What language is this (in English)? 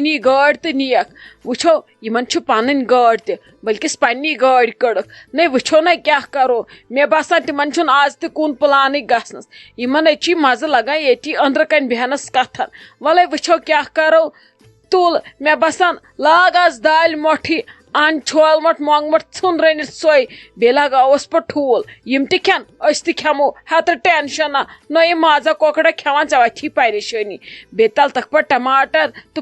Kashmiri